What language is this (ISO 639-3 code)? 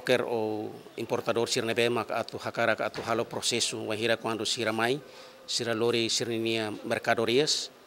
tet